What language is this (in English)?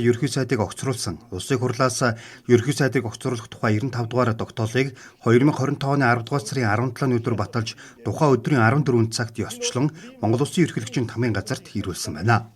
Mongolian